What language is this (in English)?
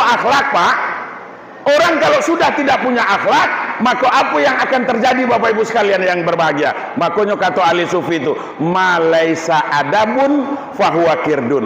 Minangkabau